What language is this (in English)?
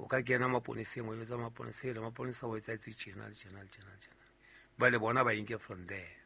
Southern Sotho